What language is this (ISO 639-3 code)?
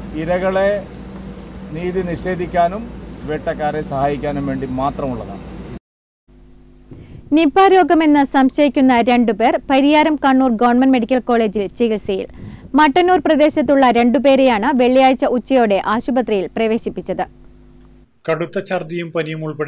mal